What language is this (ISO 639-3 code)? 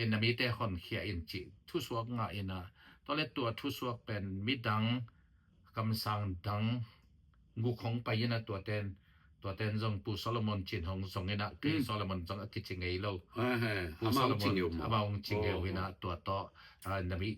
ctd